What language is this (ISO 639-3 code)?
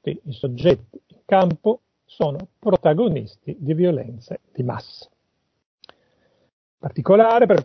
ita